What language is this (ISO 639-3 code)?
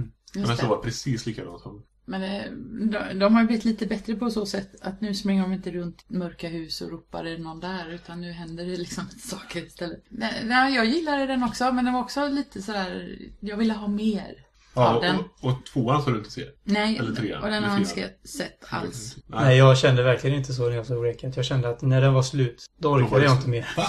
swe